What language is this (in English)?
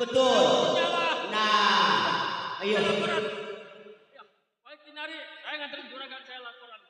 Betawi